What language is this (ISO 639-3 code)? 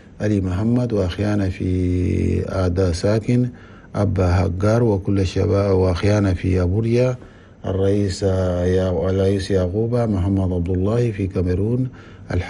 shu